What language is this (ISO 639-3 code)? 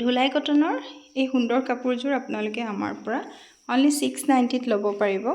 asm